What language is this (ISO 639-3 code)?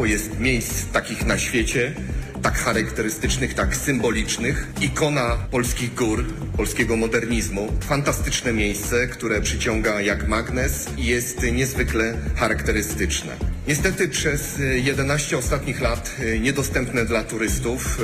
pol